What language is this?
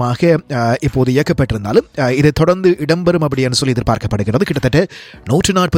Tamil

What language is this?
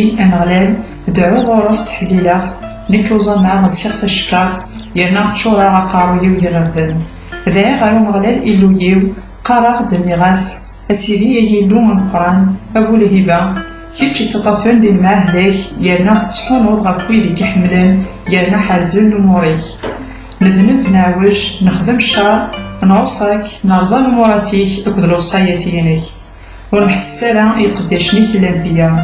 Kabyle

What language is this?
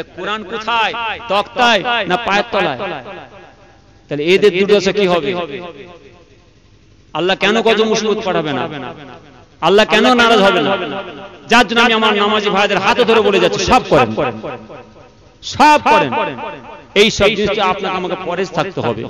Bangla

